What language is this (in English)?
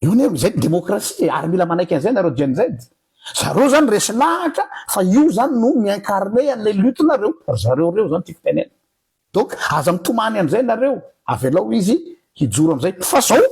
Malagasy